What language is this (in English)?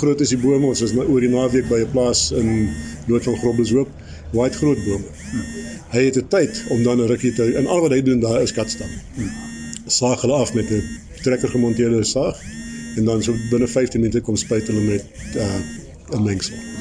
Afrikaans